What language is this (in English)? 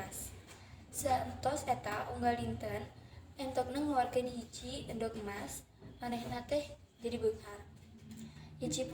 Sundanese